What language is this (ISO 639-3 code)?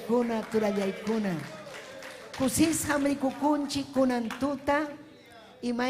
quy